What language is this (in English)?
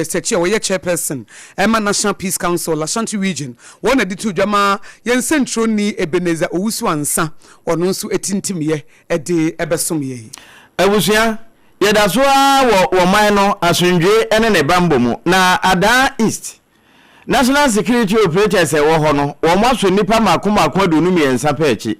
Akan